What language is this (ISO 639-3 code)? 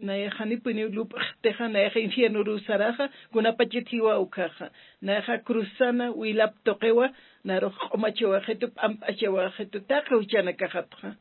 aym